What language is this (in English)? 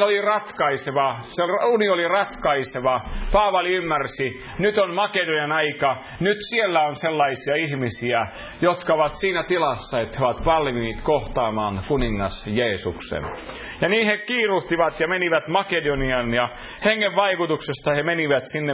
Finnish